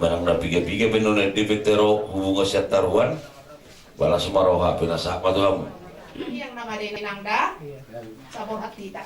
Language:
Batak Toba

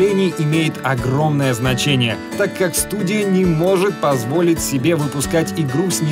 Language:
Russian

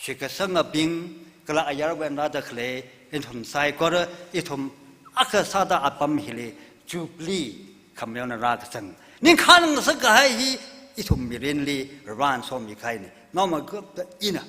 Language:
Tangkhul Naga (India)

